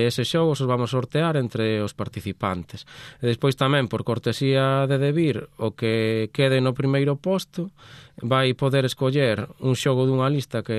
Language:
Galician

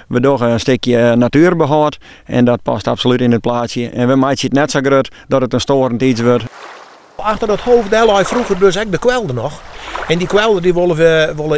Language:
Western Frisian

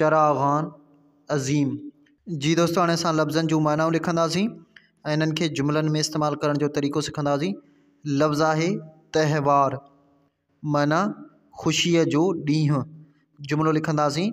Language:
Sindhi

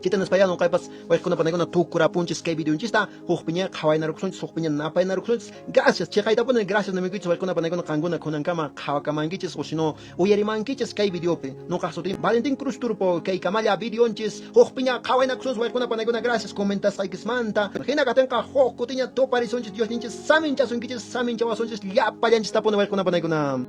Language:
Quechua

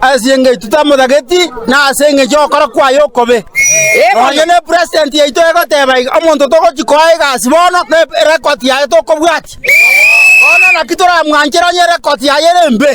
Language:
Gusii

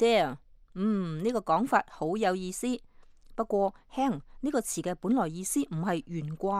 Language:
Cantonese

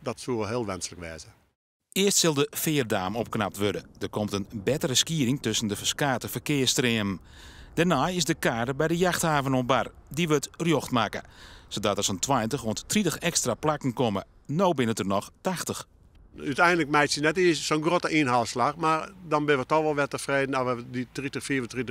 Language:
Western Frisian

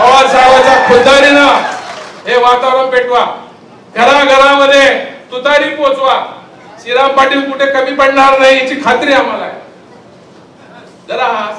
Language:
Marathi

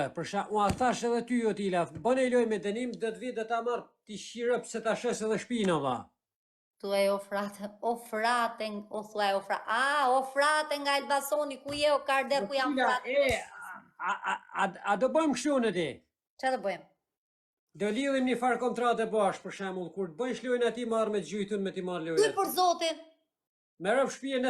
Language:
Albanian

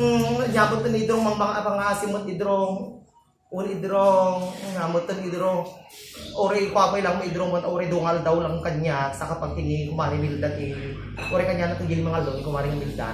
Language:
Iloko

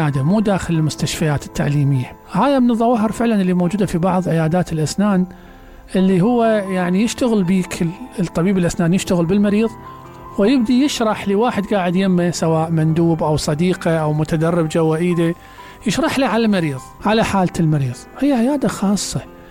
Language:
Mesopotamian Arabic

